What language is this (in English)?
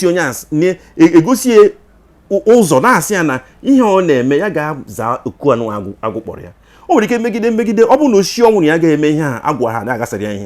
Igbo